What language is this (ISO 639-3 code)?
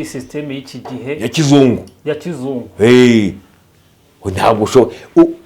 kin